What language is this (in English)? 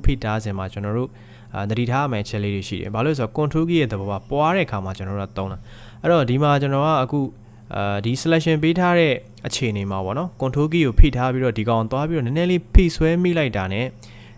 Burmese